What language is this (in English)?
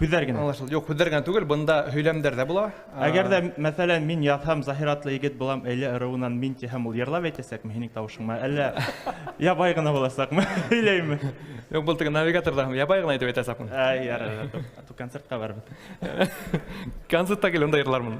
Bashkir